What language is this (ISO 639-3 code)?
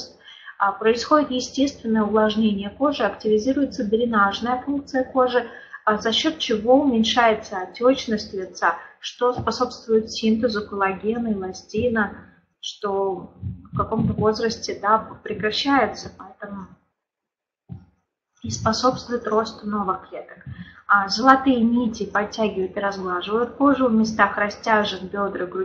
rus